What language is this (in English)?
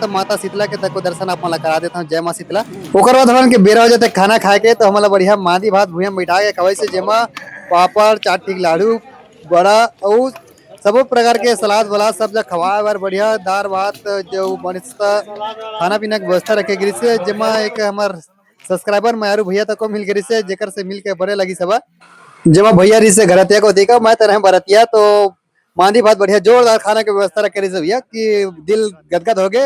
Chhattisgarhi